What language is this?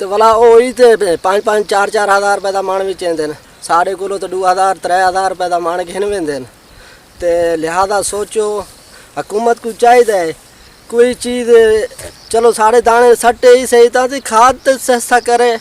Saraiki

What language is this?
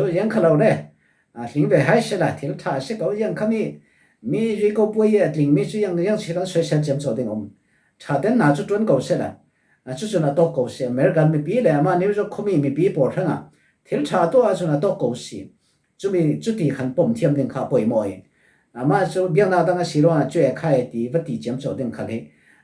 Falam Chin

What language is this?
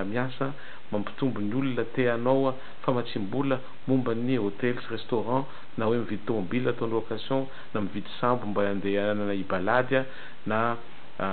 Malagasy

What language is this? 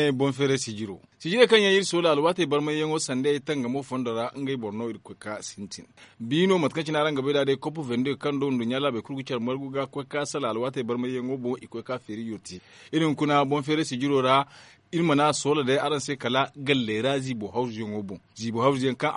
Zarma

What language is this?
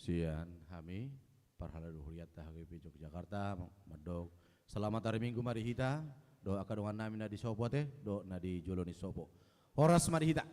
Batak Toba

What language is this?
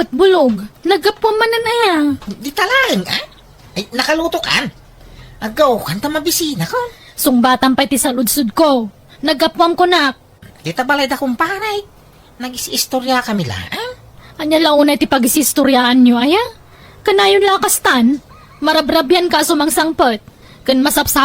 Iloko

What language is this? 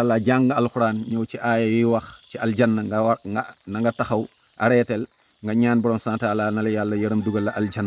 Wolof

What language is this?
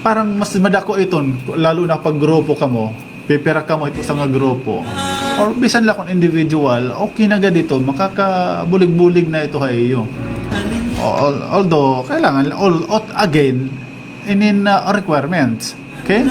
Waray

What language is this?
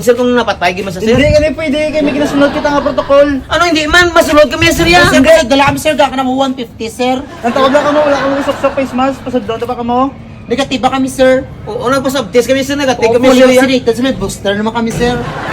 Hiligaynon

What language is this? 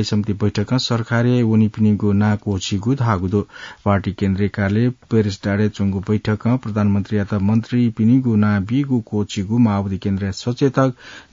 Newari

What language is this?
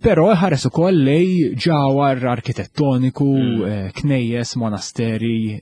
Maltese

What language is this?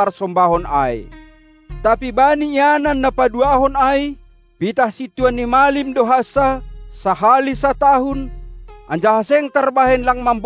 Batak Simalungun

